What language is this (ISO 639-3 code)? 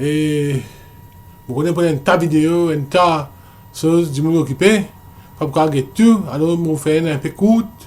mfe